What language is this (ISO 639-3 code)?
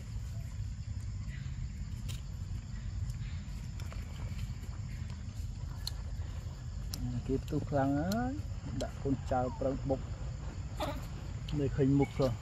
vie